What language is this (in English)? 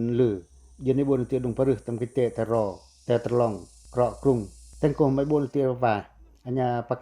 Pacoh